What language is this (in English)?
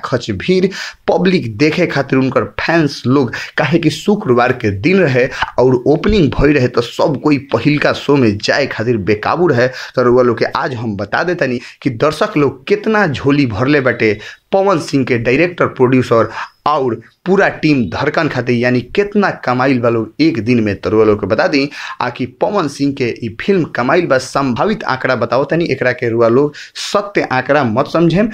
Bhojpuri